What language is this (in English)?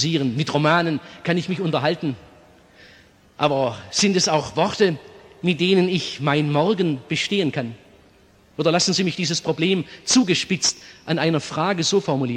German